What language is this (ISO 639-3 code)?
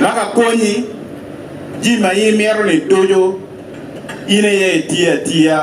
ach